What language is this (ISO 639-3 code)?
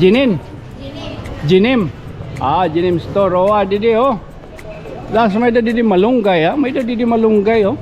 war